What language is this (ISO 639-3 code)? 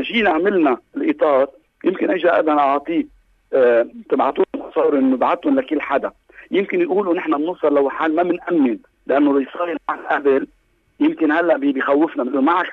apc